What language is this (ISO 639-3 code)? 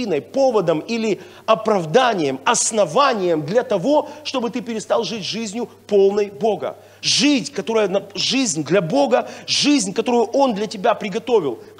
rus